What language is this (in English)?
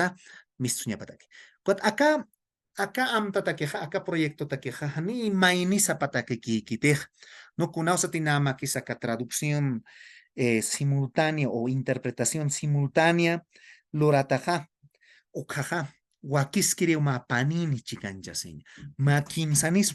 Aymara